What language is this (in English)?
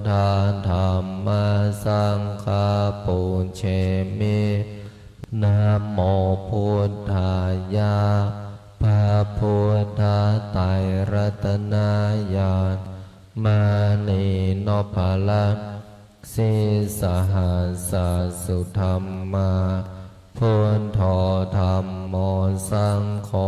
Pali